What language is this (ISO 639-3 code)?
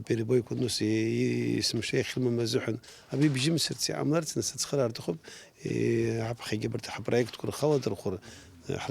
abk